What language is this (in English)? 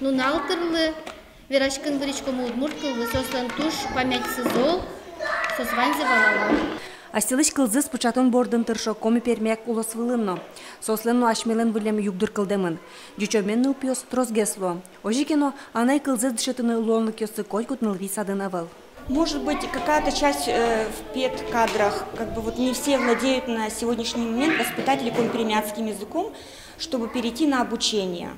Udmurt